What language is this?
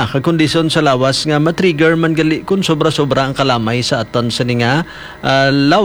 Hiligaynon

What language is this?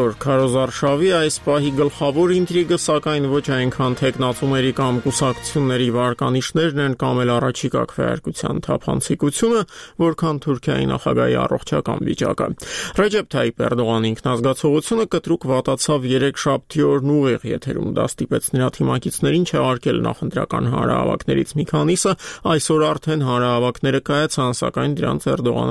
Armenian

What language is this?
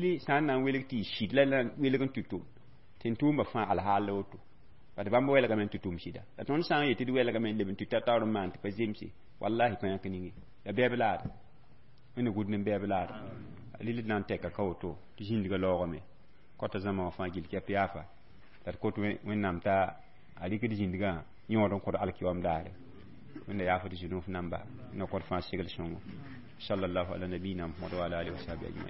Mossi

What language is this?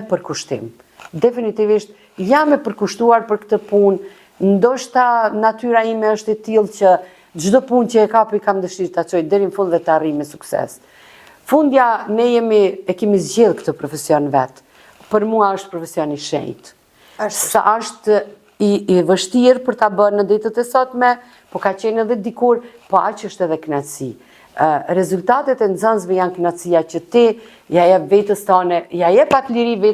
Albanian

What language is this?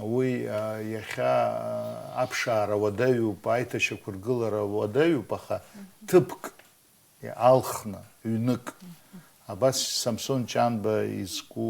Abkhazian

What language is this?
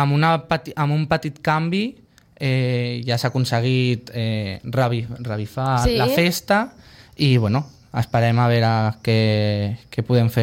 Catalan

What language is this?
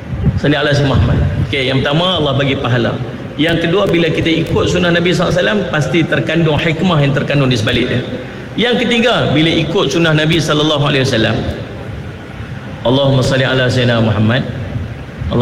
Malay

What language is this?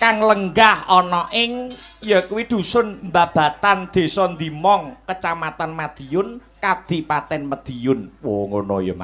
Javanese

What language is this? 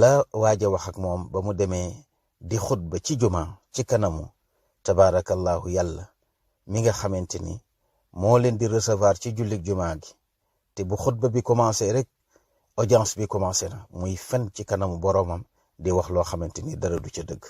Wolof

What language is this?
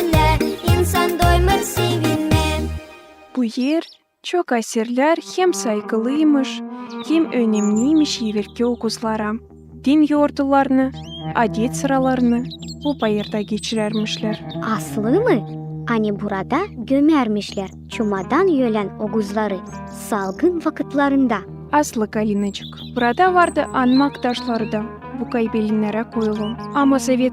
Gagauz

